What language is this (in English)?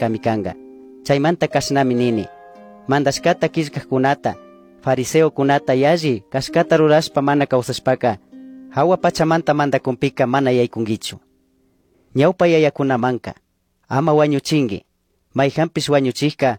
Chimborazo Highland Quichua